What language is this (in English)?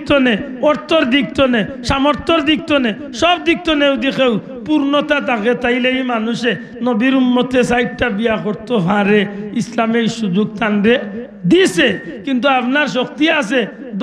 Sylheti